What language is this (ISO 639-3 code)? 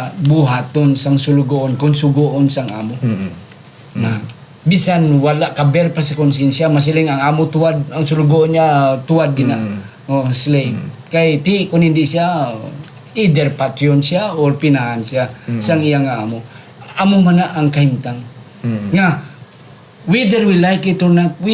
hil